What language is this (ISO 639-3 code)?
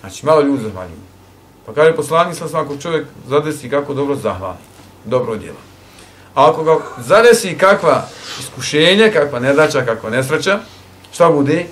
bos